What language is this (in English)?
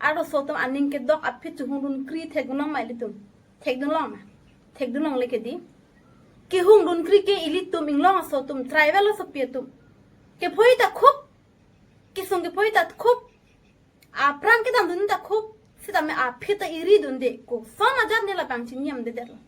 Karbi